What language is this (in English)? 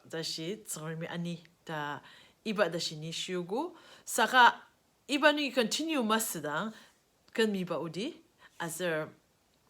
Ao Naga